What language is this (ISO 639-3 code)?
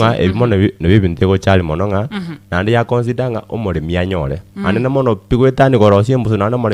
guz